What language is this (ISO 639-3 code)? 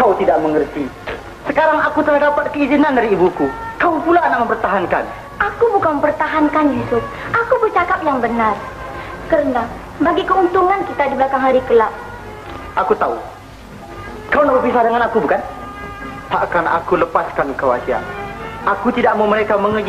msa